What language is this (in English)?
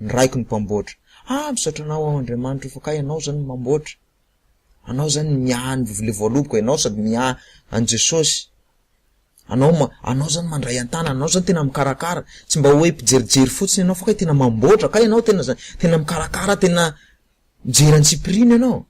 Malagasy